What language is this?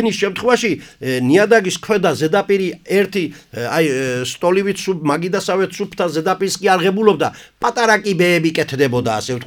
Georgian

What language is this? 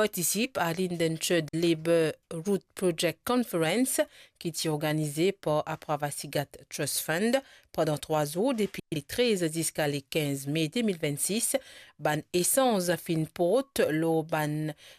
Morisyen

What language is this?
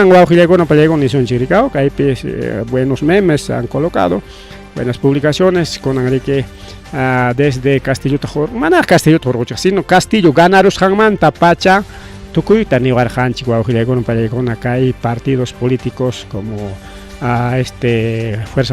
Ayacucho Quechua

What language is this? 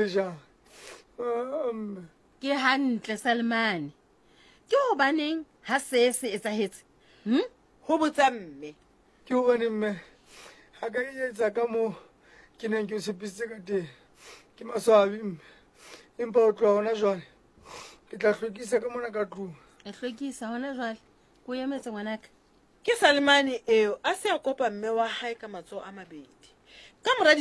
Southern Sotho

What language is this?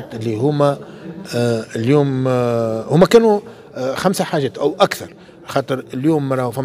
Tunisian Arabic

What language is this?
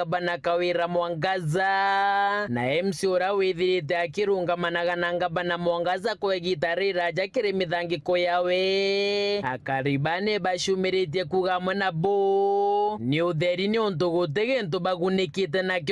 Meru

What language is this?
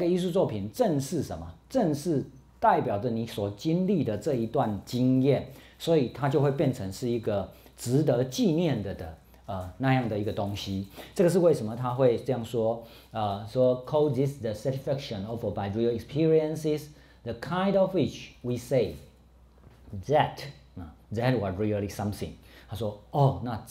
Chinese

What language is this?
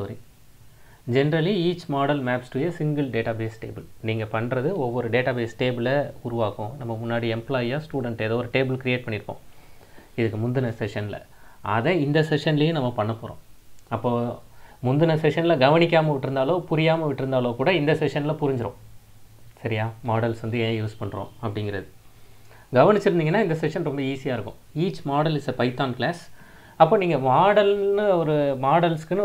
Tamil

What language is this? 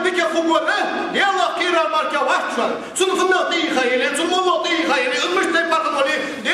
Ingush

